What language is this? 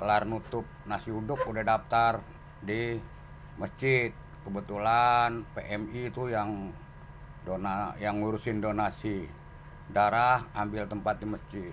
Betawi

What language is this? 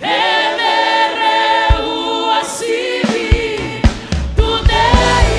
Fijian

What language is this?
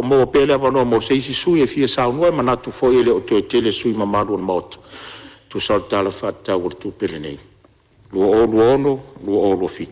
Samoan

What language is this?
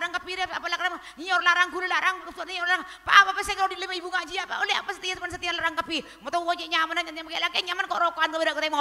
Madurese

